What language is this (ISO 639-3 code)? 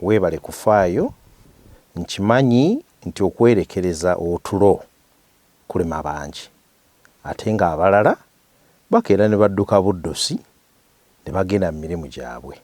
lug